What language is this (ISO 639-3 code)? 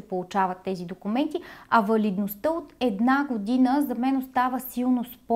bul